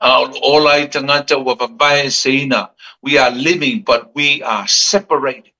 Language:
Samoan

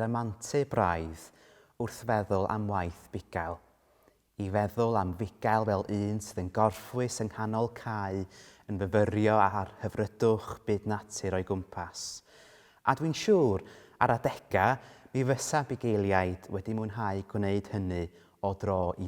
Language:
Welsh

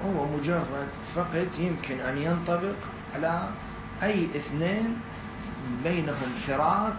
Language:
Mesopotamian Arabic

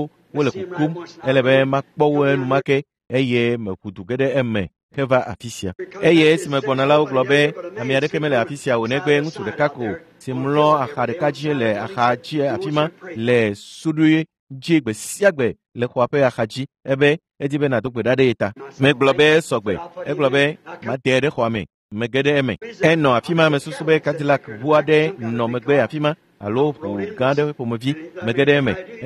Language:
Ewe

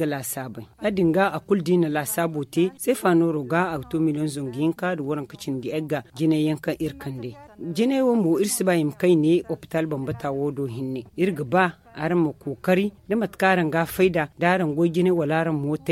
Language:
Zarma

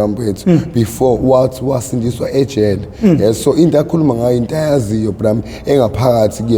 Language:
Zulu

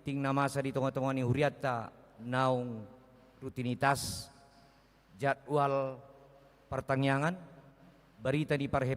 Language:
Batak Toba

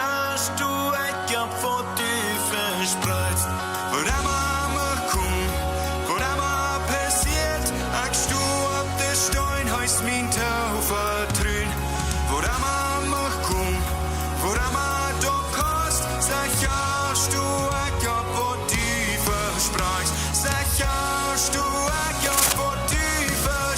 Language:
Plautdietsch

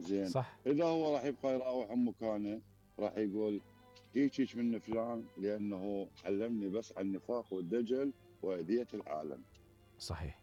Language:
Mesopotamian Arabic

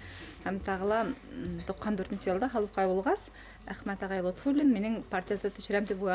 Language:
Bashkir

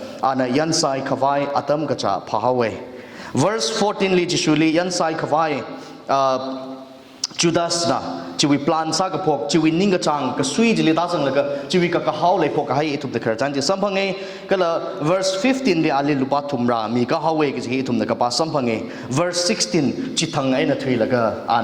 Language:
Tangkhul Naga (India)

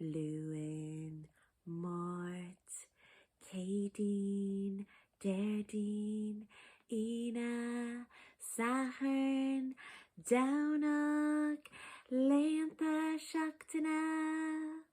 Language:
Irish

